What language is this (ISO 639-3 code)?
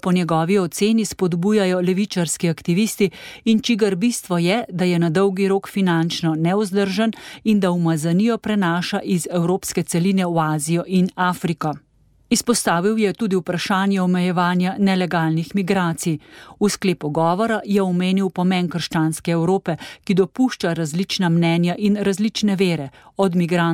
slv